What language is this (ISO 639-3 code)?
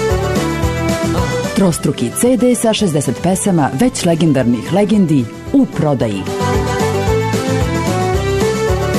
srp